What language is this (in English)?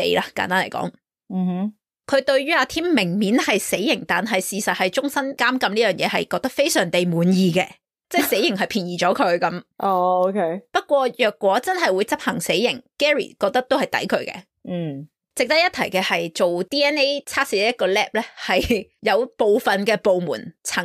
Cantonese